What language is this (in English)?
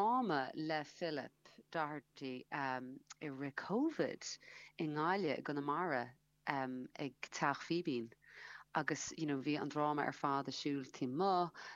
Irish